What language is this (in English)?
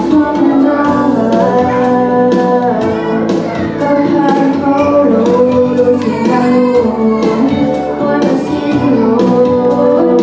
Hakha Chin